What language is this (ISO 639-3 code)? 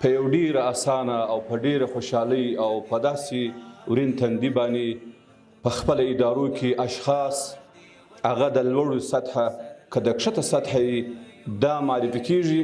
pus